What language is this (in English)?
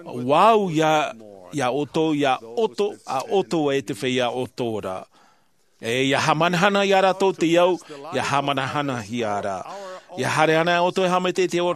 Tahitian